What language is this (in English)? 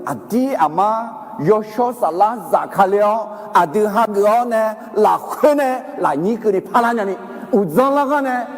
Akha